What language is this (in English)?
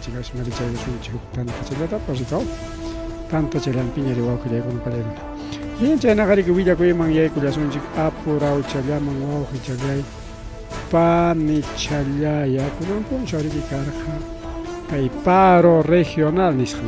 Ayacucho Quechua